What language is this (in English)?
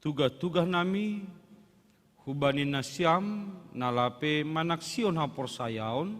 Batak Simalungun